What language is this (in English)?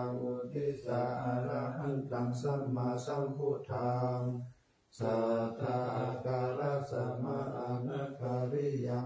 Pali